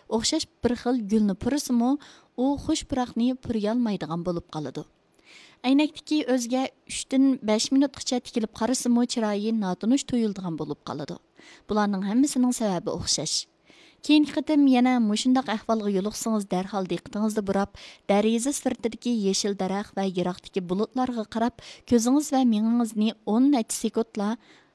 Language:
Uyghur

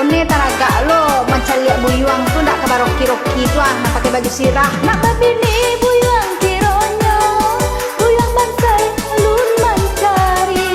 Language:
Minangkabau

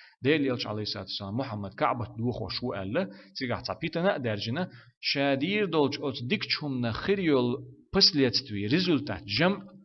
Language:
Chechen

